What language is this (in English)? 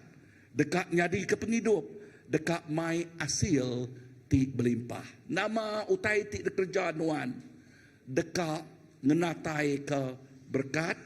Iban